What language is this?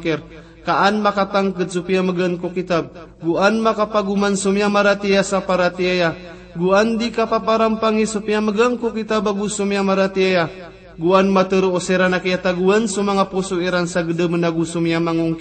Maranao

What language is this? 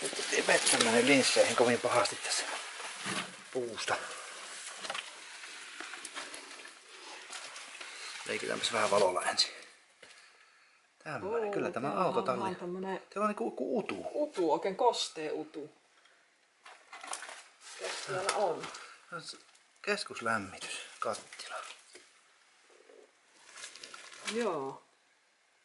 Finnish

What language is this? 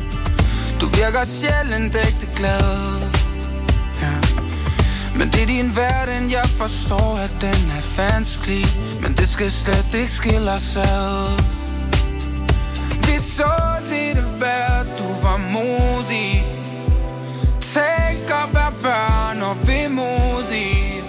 Danish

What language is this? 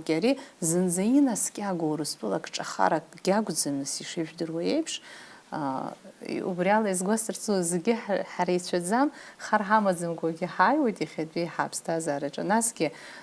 Abkhazian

